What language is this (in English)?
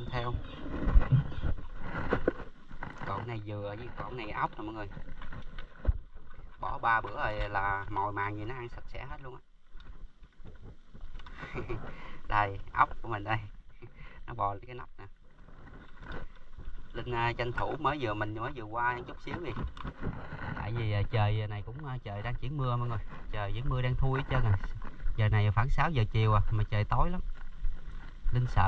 Vietnamese